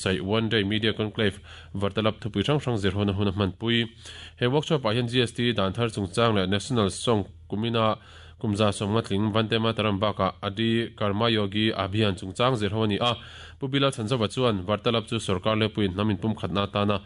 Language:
Mizo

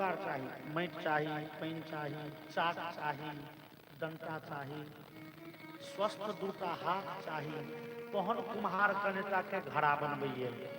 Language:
Maithili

